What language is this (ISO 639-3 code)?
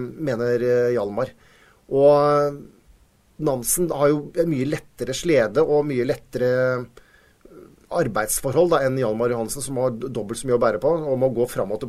nor